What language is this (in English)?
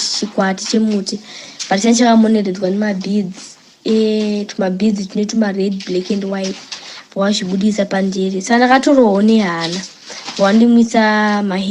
Shona